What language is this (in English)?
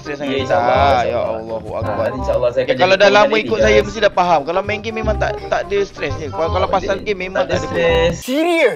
Malay